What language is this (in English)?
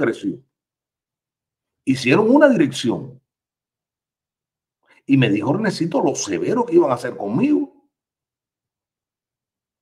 Spanish